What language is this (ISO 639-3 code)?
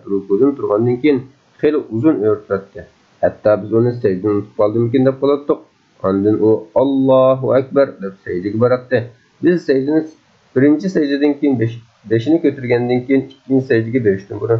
uig